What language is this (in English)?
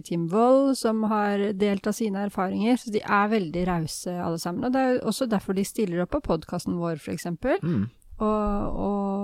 Norwegian